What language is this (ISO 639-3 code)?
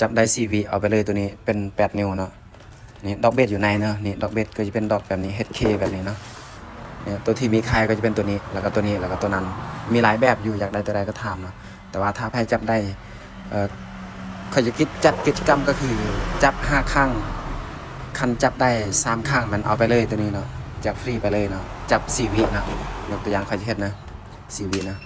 lao